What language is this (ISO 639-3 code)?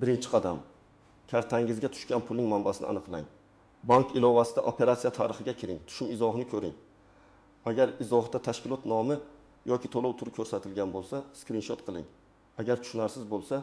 uzb